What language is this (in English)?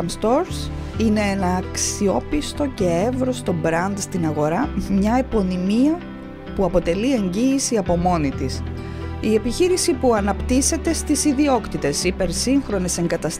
Greek